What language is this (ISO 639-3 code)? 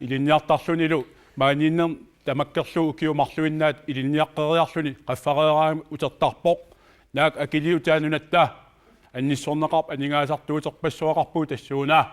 kal